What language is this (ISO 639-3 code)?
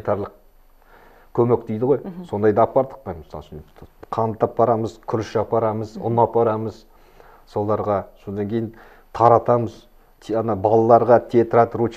kaz